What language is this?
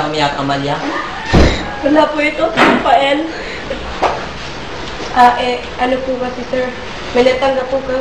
Filipino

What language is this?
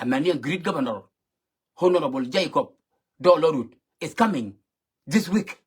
Nuer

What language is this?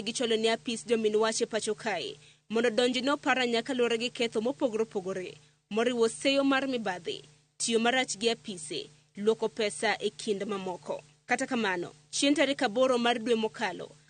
Luo (Kenya and Tanzania)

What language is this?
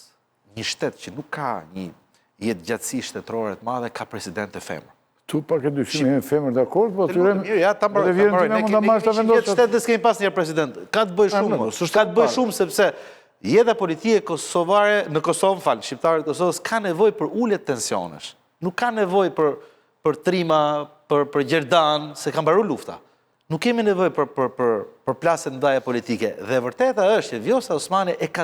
Albanian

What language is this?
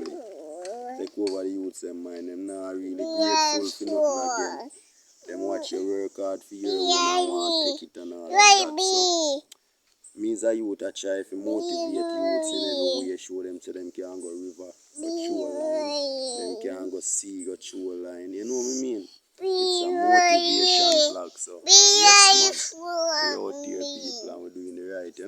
Jamaican Creole English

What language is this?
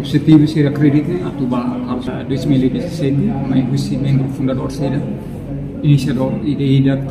Tetum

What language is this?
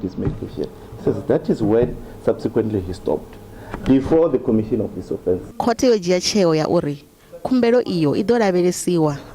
Venda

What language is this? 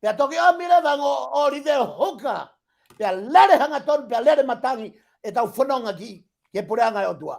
Tongan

